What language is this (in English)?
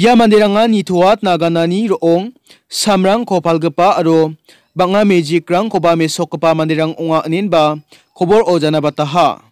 Garo